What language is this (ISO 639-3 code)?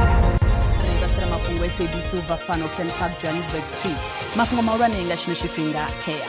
ven